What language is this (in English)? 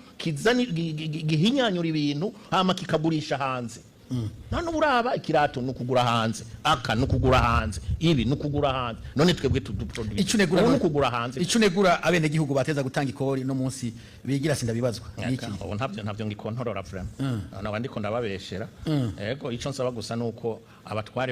Rundi